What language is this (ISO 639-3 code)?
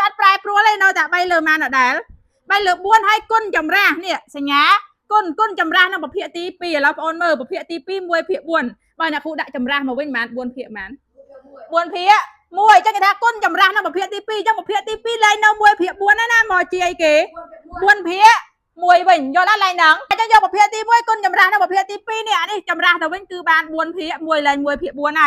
khm